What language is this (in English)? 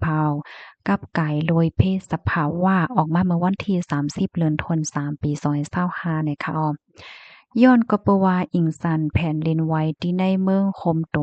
Shan